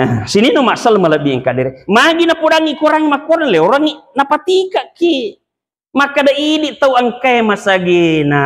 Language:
Buginese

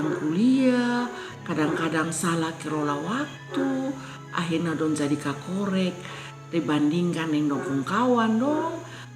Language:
Kupang Malay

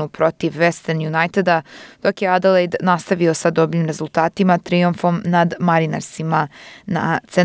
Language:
Serbian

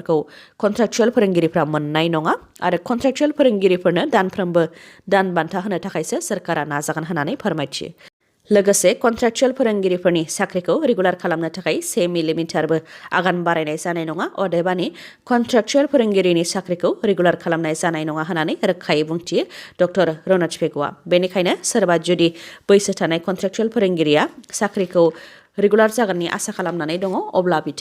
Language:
Bodo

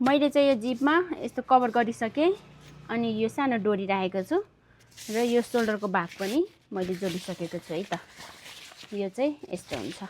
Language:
Nepali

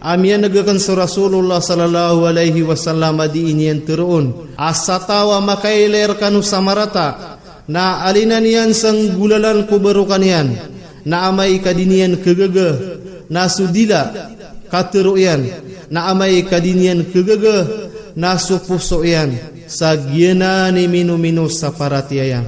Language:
Maranao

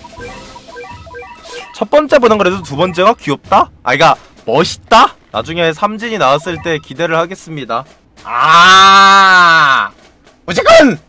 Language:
Korean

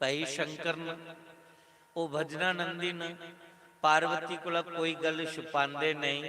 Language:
Dogri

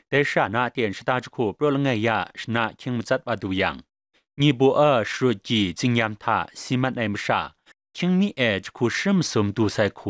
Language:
Kachin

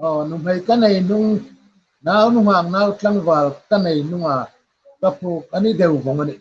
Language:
Hmar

